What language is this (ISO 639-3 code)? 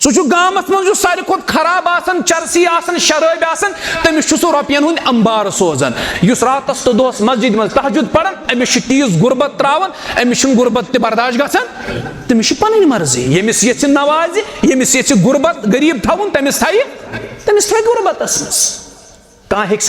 kas